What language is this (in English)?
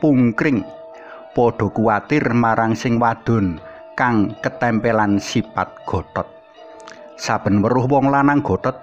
Javanese